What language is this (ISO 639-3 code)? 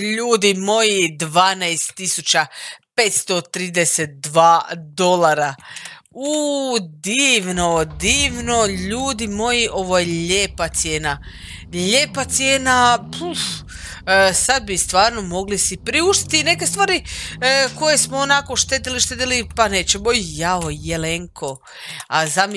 hrv